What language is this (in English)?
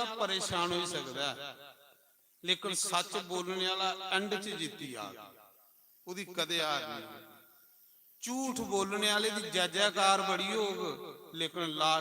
Dogri